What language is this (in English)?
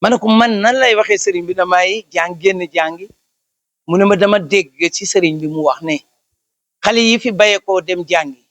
Wolof